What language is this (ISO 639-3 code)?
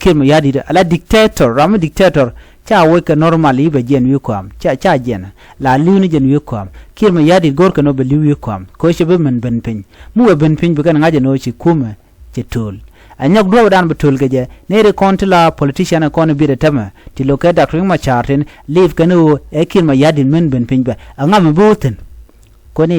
nus